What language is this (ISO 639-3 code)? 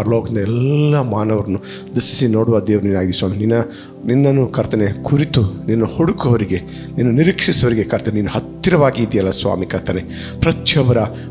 kan